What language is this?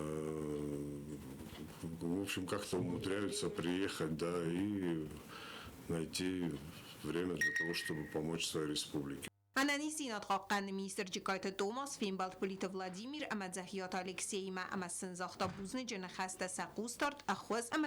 Ossetic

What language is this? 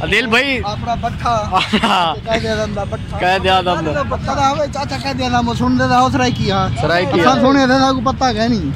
Saraiki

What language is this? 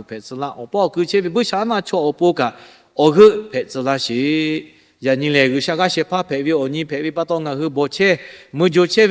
Lahu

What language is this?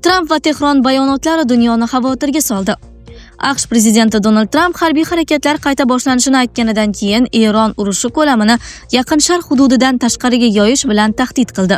Uzbek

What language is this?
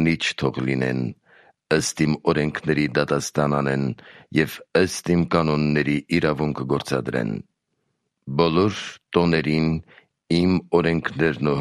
Armenian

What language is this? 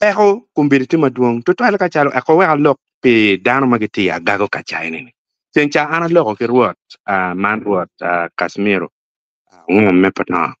Acoli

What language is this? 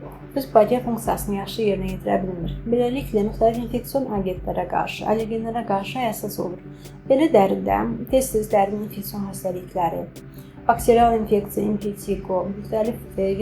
Azerbaijani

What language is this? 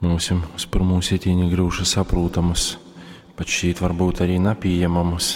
Latgalian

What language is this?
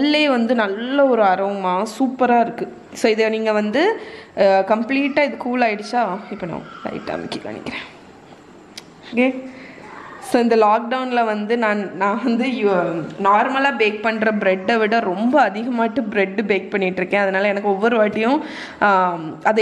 Tamil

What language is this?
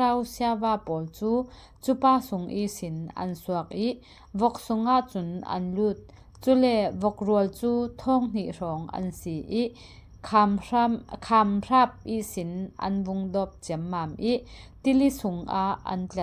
Falam Chin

